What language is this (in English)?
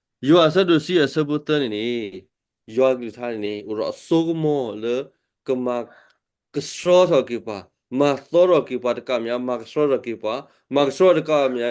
S'gaw Karen